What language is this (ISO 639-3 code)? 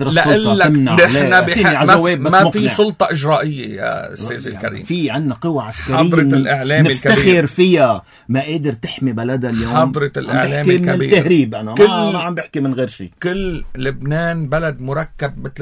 apc